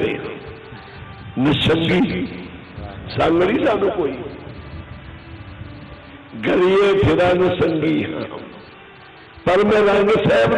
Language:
Punjabi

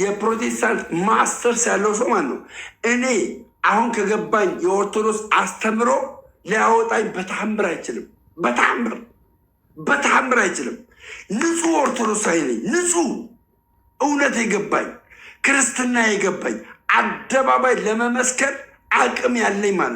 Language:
Amharic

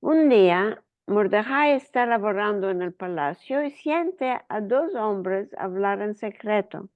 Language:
Ladino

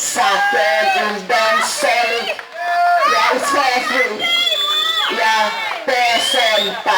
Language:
Seselwa Creole French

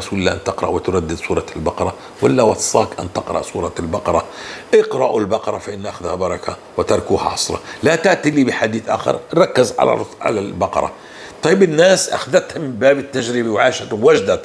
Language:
North Levantine Arabic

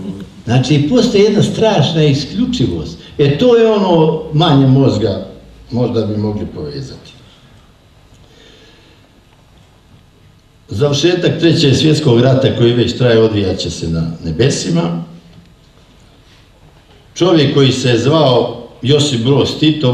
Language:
Croatian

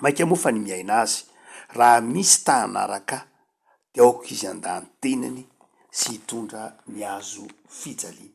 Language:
Malagasy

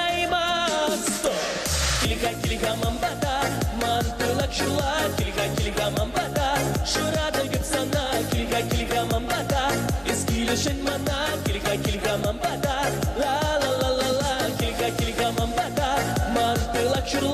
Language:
Chuvash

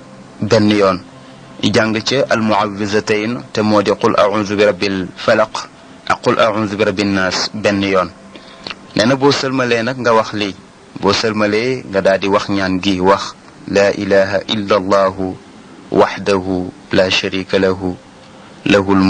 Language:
Wolof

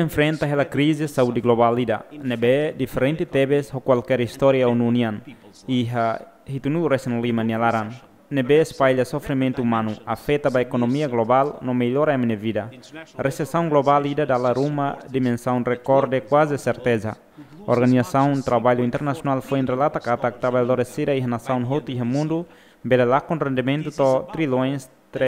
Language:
Tetum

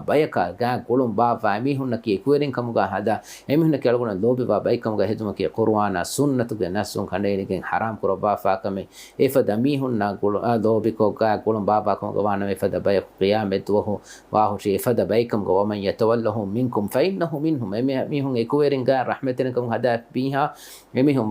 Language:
Divehi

